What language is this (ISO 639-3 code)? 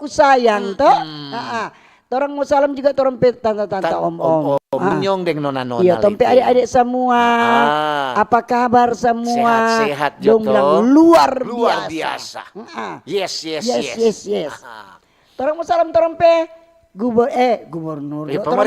xmm